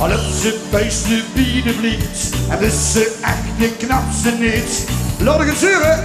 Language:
Limburgish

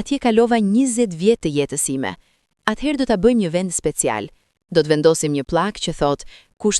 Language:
Albanian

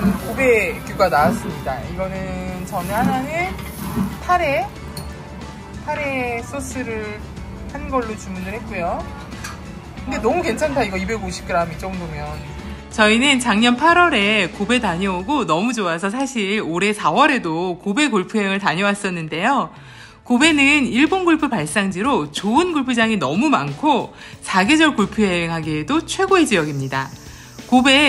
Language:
Korean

